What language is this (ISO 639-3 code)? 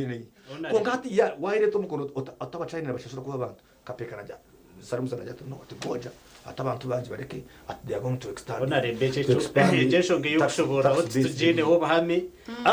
nyn